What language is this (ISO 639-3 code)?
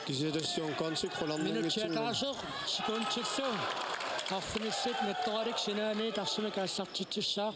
kal